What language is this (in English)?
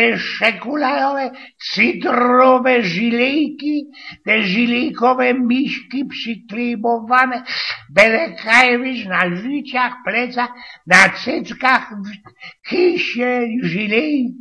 Silesian